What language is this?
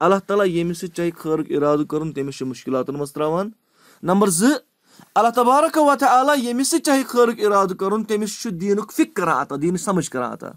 Kashmiri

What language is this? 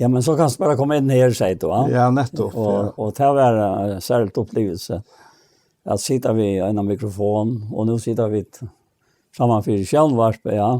Faroese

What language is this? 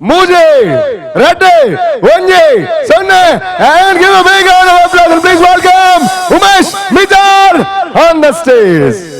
Tulu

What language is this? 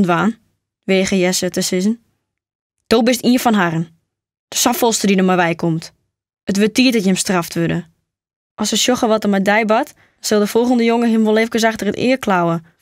Western Frisian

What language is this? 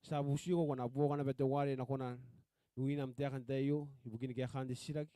Gilbertese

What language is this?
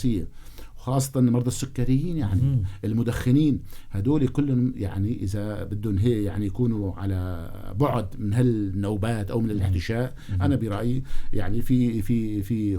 North Levantine Arabic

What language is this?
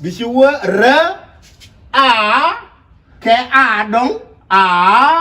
Nuer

